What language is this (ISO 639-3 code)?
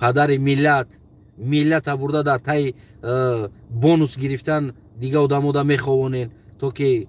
tgk